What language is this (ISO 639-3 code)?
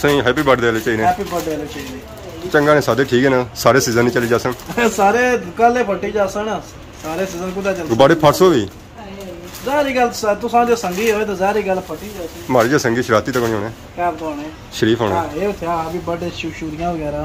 phr